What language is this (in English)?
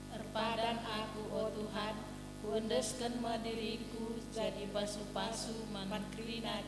Batak Karo